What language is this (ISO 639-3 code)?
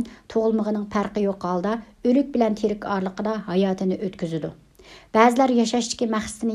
uig